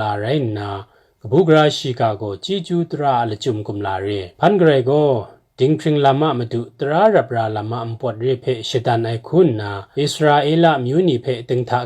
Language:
Kachin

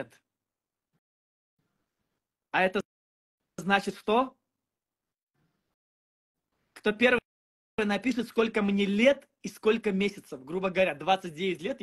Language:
Russian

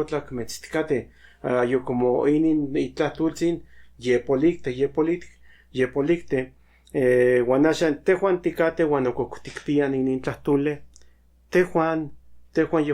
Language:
Central Nahuatl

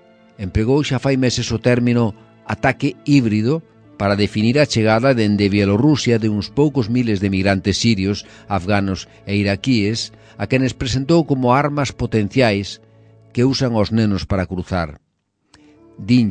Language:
Galician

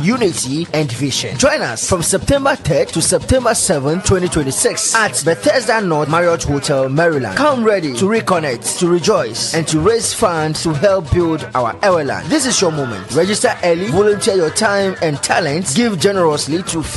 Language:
Ewe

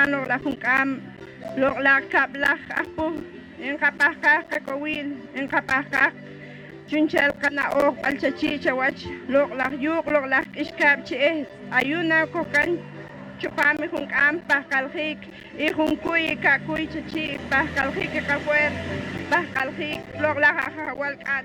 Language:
Poqomchi'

